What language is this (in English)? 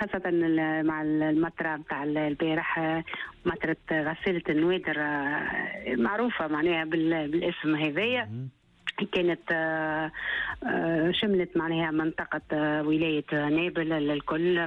Tunisian Arabic